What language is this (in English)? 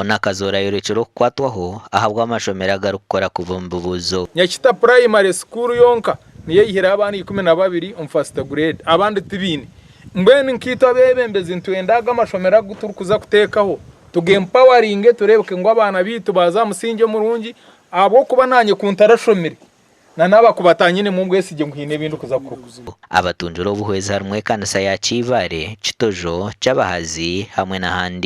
Nyankole